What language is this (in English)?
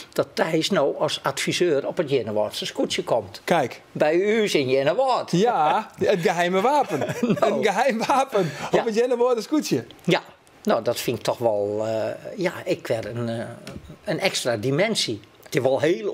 Western Frisian